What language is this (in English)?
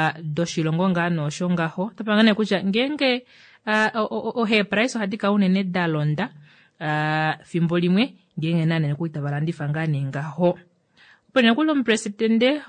Kuanyama